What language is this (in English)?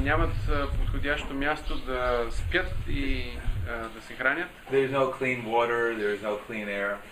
Bulgarian